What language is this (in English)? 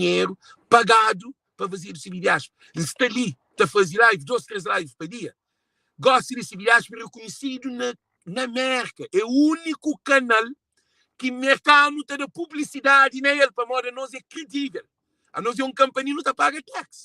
Kabuverdianu